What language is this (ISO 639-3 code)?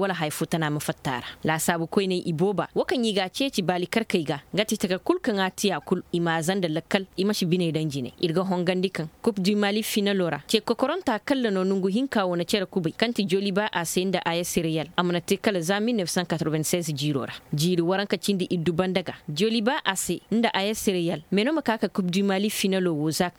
ses